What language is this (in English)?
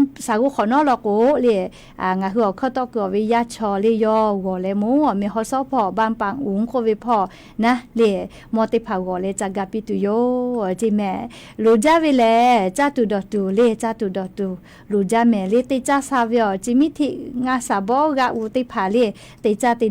Lahu